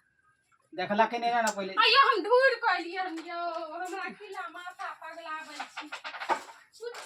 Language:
Maithili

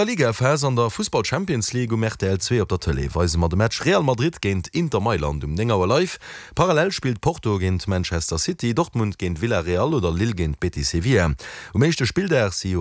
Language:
Luxembourgish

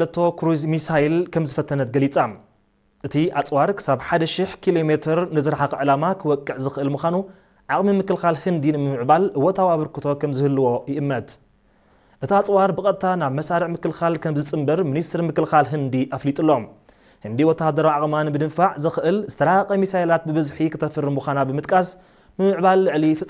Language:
Tigrinya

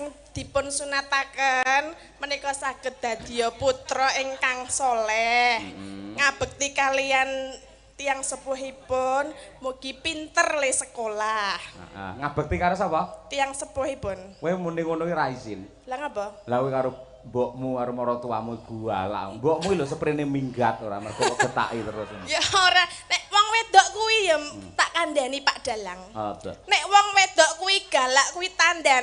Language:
Javanese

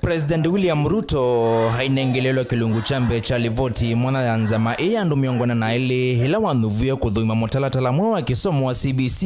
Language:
Kamba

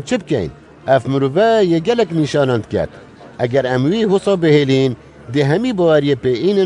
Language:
Kurdish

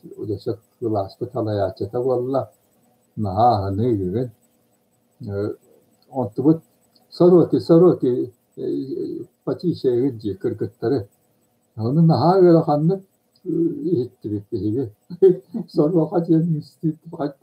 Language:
Yakut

